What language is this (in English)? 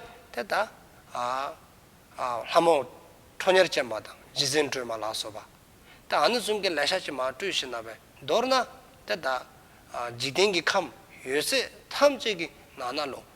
Dzongkha